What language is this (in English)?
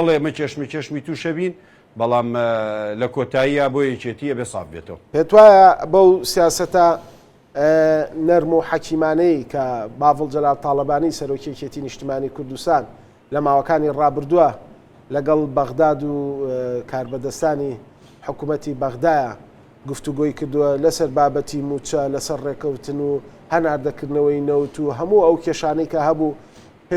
Central Kurdish